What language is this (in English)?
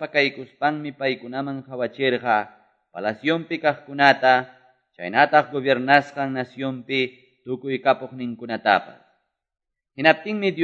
Quechua